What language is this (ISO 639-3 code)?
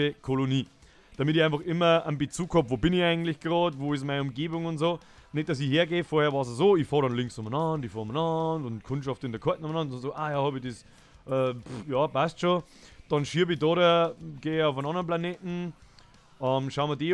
bar